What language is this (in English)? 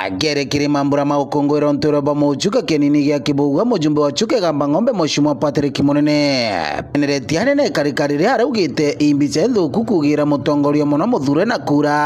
Meru